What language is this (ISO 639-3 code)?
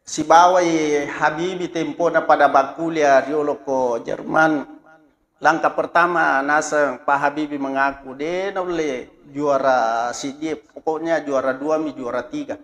bug